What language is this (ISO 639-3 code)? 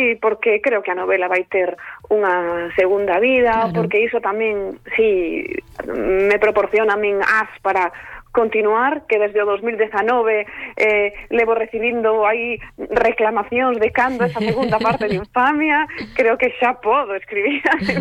glg